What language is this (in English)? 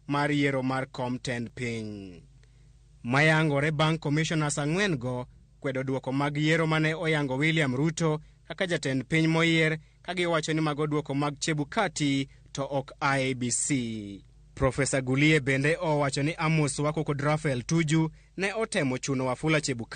Luo (Kenya and Tanzania)